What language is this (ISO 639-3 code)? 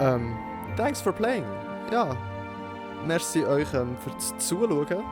gsw